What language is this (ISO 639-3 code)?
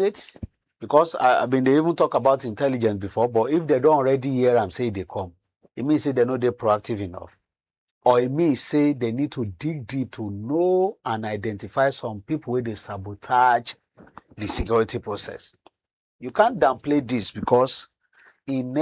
pcm